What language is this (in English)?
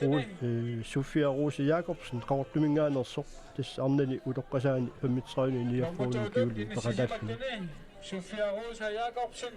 Kalaallisut